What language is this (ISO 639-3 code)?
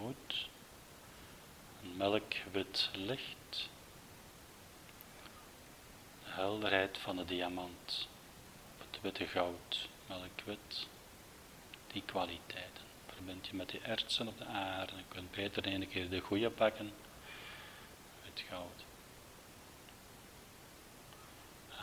nld